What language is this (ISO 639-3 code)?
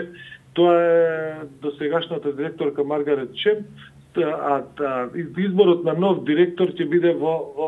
mkd